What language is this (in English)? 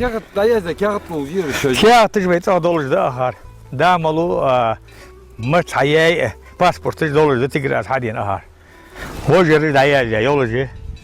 Ingush